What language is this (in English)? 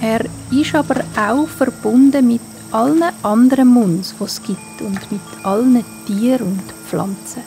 Swiss German